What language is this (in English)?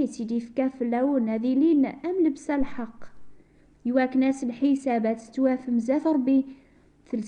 Kabyle